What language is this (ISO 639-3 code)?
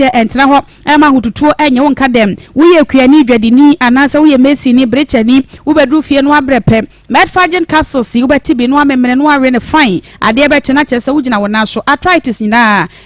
aka